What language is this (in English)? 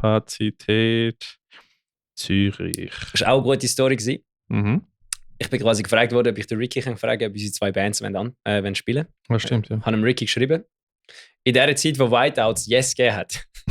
Swiss German